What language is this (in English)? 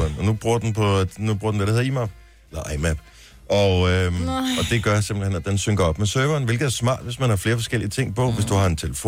Danish